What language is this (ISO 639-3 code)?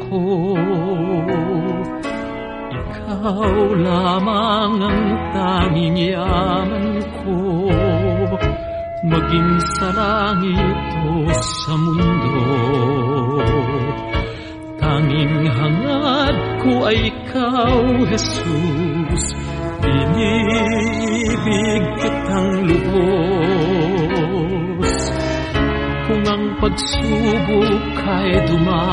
fil